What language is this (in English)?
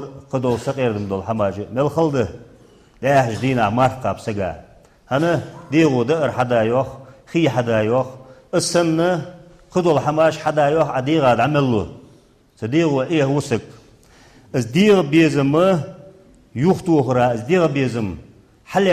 Ingush